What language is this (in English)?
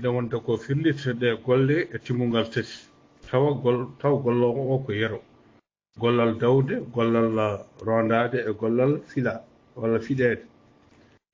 Fula